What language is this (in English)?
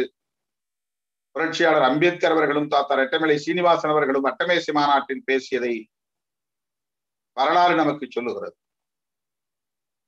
Tamil